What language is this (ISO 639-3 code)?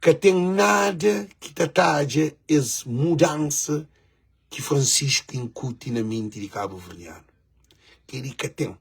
kea